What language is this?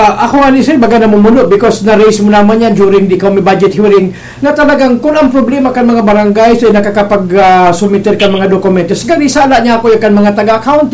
Bikol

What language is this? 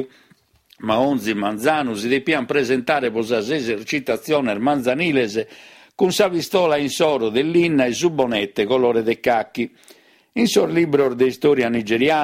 Sardinian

